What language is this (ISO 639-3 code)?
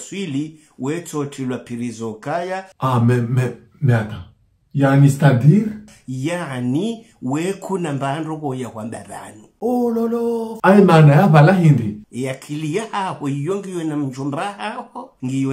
zdj